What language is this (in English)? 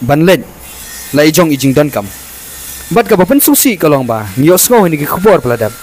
Khasi